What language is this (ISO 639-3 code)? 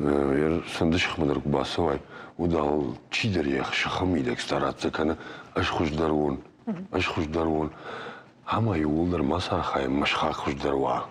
oss